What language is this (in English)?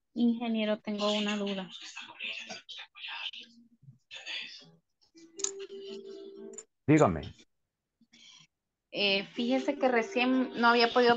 Spanish